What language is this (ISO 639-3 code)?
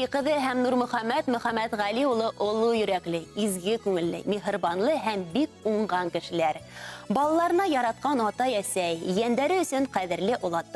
bak